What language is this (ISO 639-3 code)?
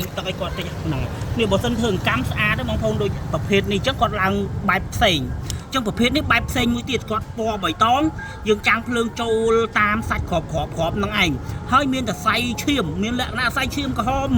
khm